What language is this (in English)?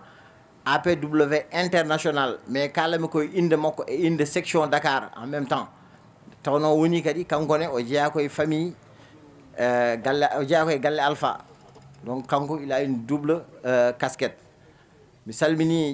Fula